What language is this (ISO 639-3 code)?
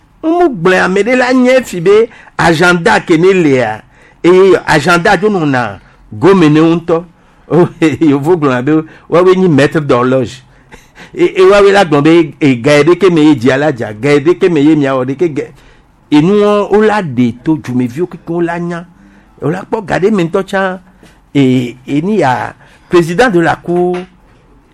gej